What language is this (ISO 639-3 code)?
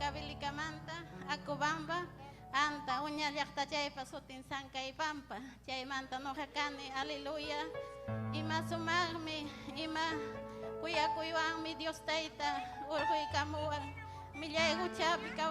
quy